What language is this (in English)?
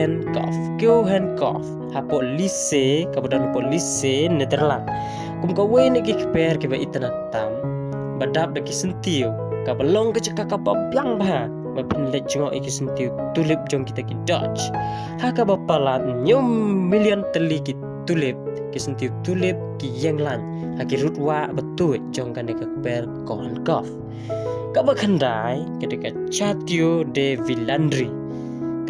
Khasi